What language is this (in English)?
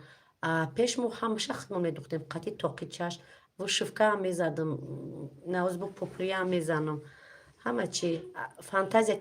Tajik